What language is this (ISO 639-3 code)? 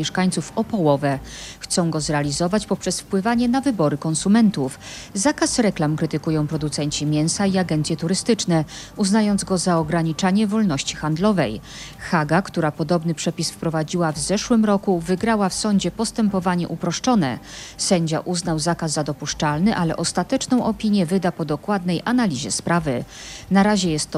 pol